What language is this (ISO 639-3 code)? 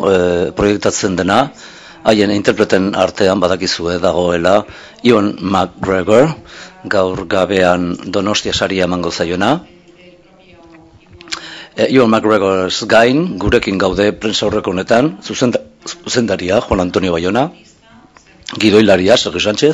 eus